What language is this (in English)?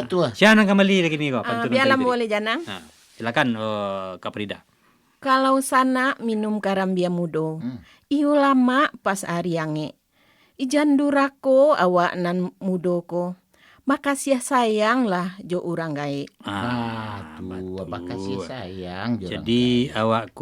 Minangkabau